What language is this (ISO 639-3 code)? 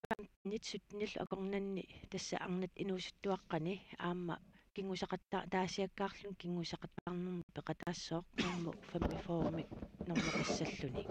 kal